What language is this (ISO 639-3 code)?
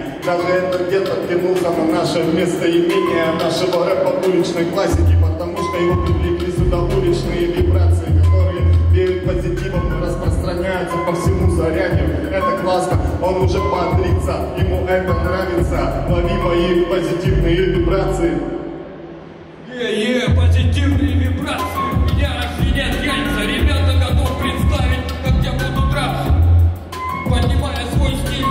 rus